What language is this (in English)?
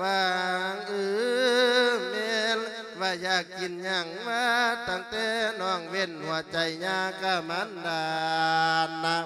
Lao